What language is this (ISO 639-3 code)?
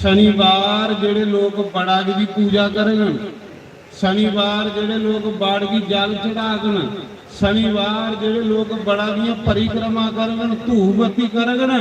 doi